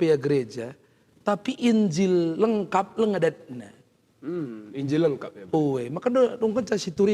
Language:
Batak Karo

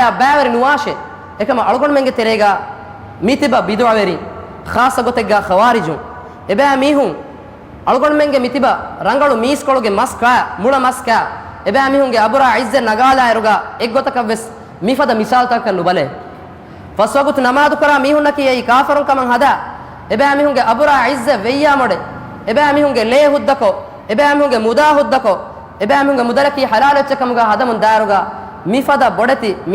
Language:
Divehi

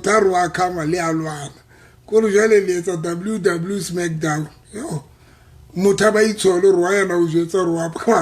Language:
Southern Sotho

